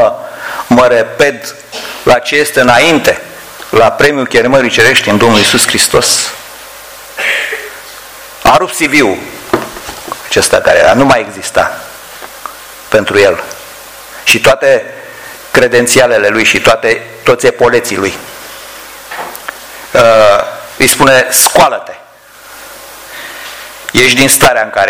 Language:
Romanian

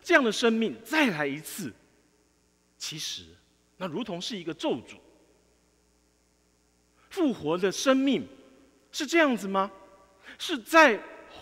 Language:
Chinese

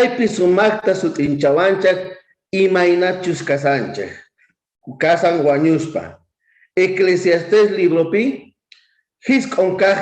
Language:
South Bolivian Quechua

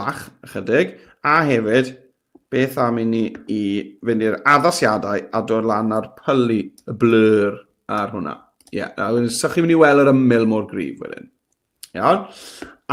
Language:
Welsh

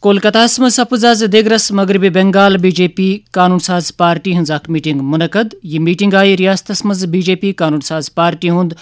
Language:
Kashmiri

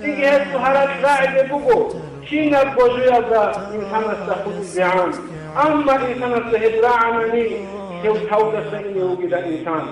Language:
Avaric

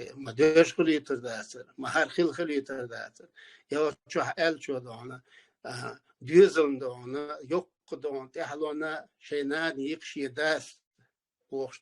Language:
Chechen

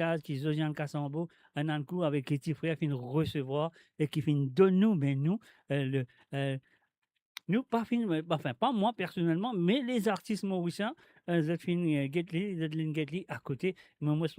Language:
Morisyen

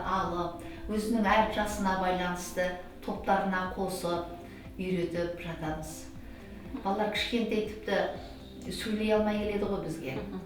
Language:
Kazakh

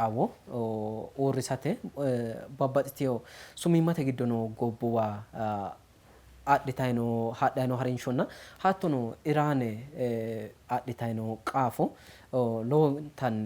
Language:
Sidamo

